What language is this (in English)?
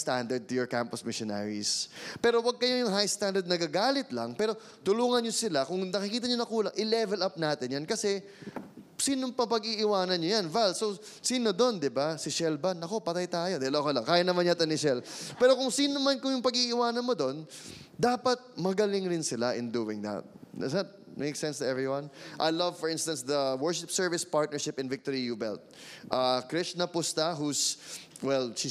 Filipino